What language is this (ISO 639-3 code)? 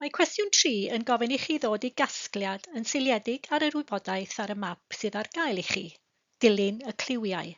cym